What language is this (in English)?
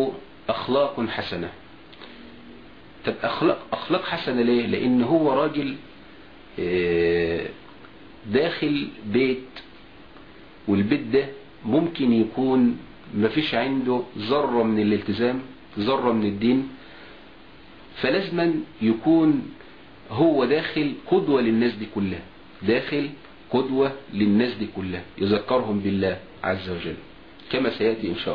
Egyptian Arabic